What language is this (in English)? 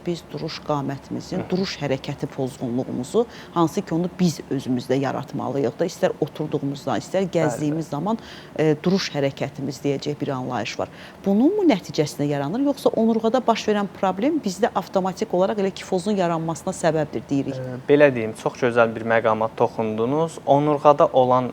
Azerbaijani